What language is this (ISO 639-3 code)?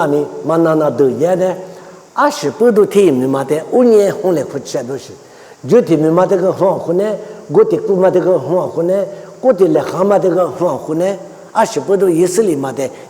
lis